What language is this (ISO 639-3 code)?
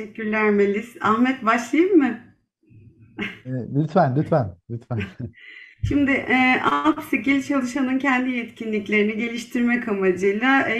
tur